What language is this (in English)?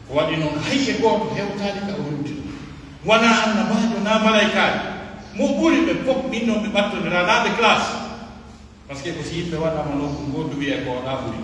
Pular